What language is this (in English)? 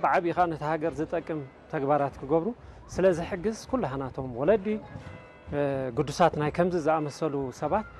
Tigrinya